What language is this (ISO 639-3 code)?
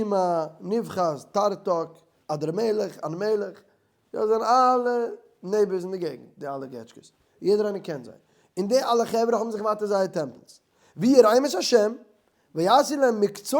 yid